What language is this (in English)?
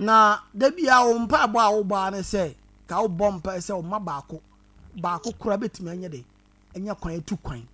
Akan